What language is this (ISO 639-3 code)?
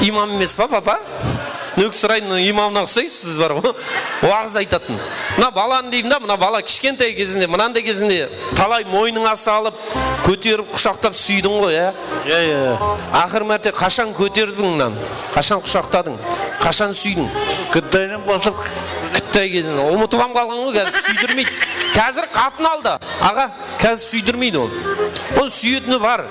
kaa